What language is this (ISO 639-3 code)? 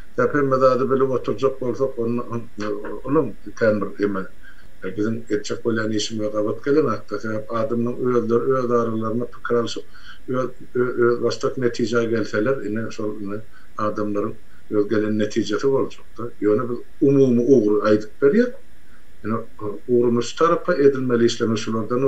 tuk